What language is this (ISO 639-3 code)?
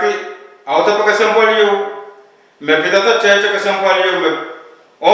pon